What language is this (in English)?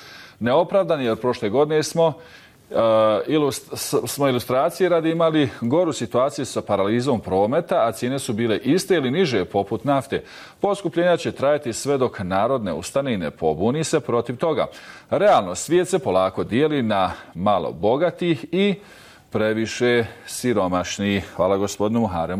Bosnian